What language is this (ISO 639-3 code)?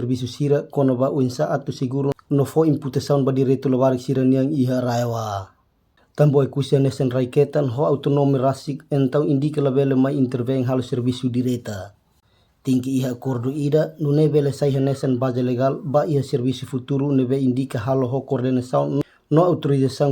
tet